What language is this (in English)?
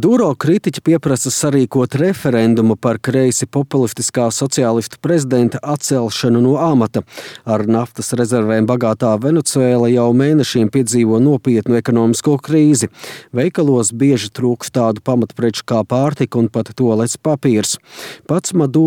Latvian